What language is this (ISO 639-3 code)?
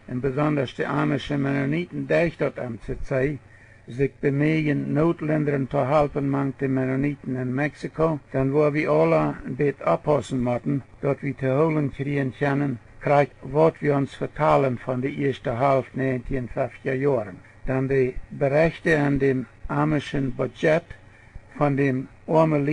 pdt